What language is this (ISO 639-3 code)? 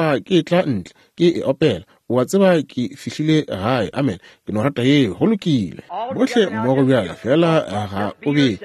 nso